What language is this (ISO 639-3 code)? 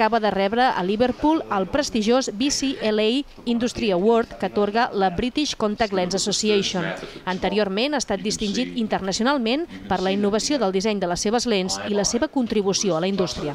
cat